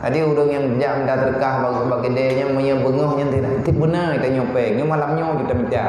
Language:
Achinese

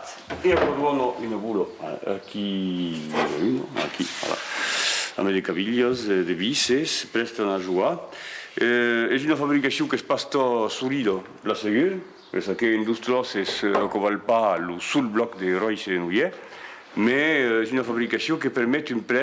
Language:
Occitan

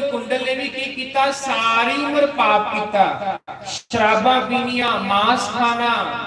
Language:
Dogri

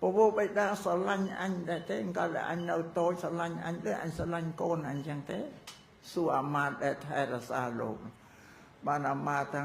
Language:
Khmer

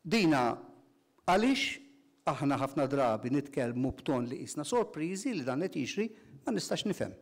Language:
Maltese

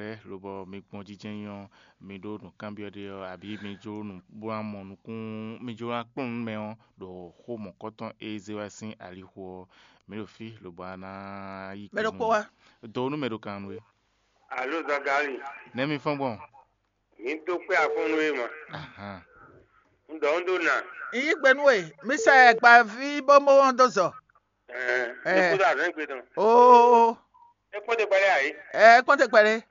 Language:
Fon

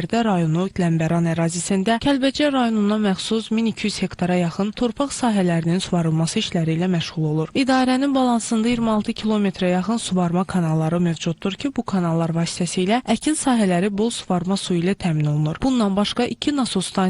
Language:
Azerbaijani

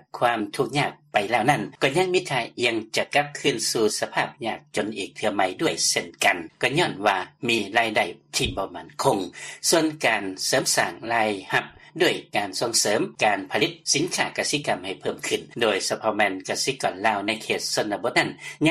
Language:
Lao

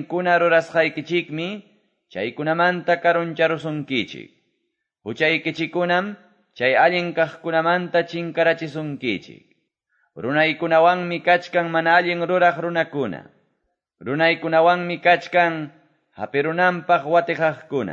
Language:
Quechua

